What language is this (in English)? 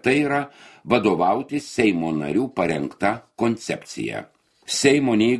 Lithuanian